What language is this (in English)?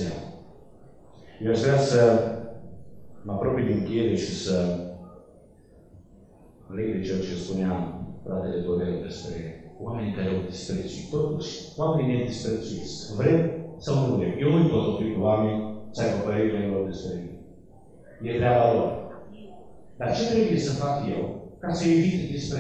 Romanian